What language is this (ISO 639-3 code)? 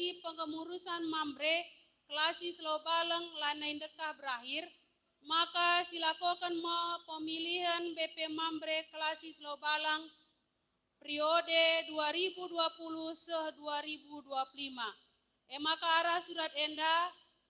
btx